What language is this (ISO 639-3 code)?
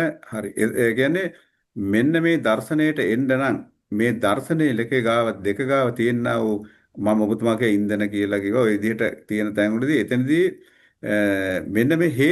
sin